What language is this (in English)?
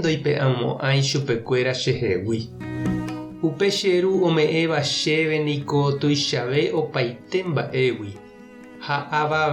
Guarani